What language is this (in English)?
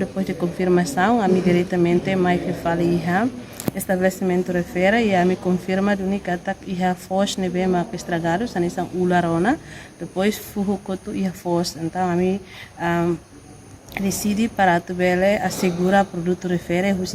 Tetum